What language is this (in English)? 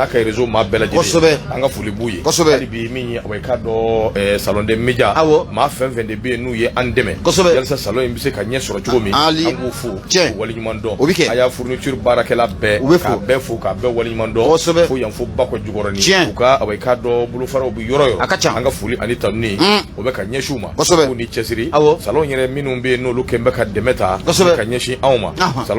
Bambara